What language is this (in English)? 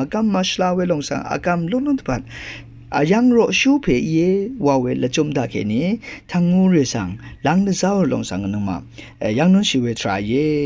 Rawang